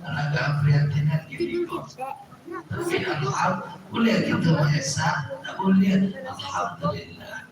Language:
Minangkabau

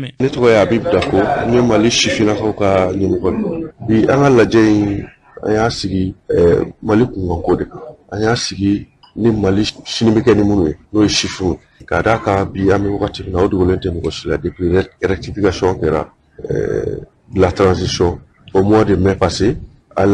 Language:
Bambara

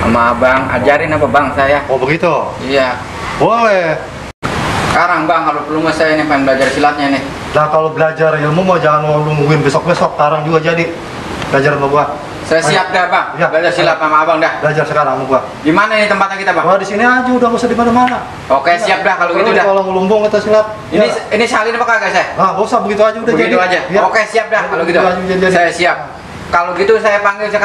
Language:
Betawi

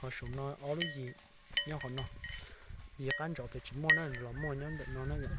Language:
Hmong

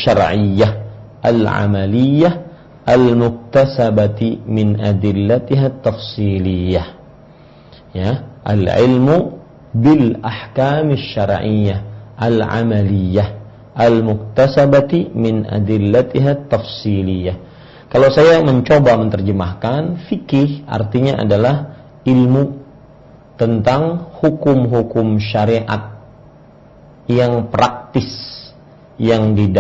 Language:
Indonesian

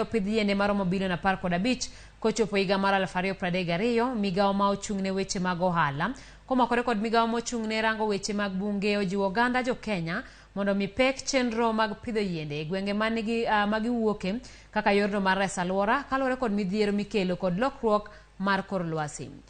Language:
Luo (Kenya and Tanzania)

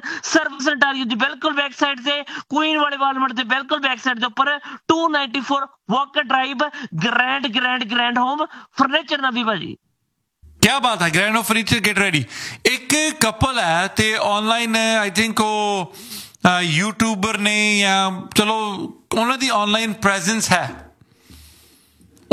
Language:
Punjabi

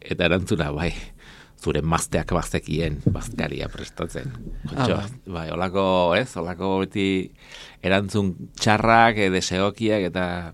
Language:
Basque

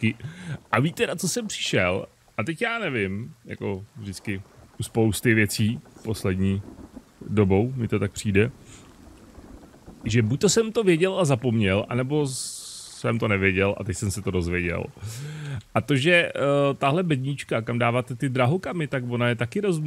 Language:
Czech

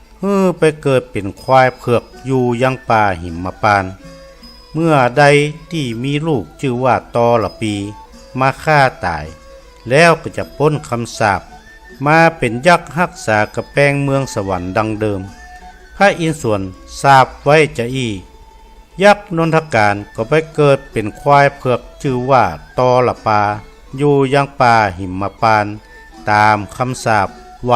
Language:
Northern Thai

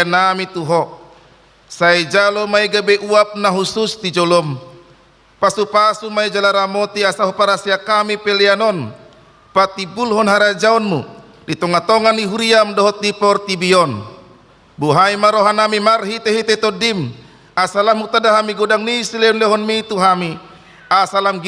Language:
Batak Toba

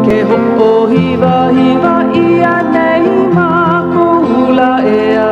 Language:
Hawaiian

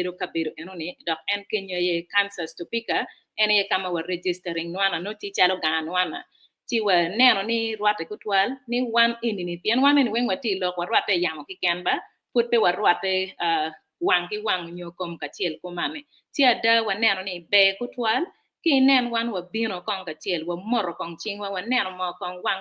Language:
Acoli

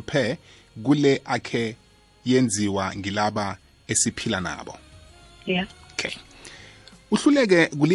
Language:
South Ndebele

